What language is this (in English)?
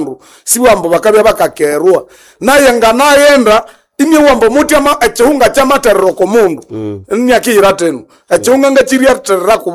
Nande